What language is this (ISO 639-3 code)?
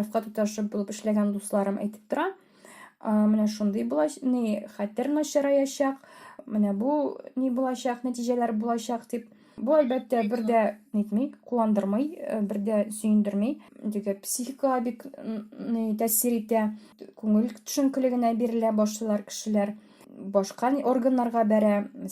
tat